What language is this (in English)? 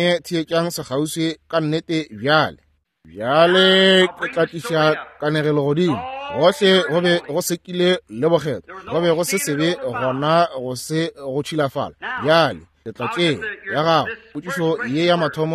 Northern Sotho